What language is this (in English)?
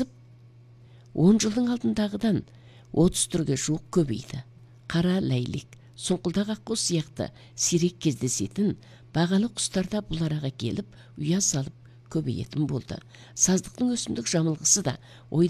Kazakh